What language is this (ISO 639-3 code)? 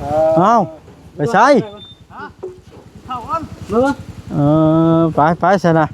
tts